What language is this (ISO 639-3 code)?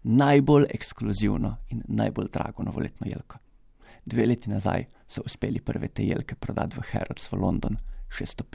slv